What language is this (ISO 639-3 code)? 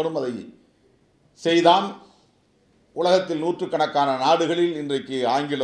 tam